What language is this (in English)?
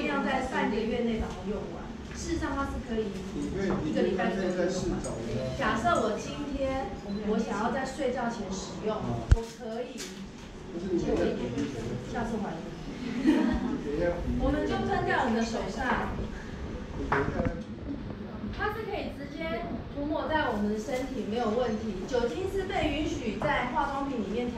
Chinese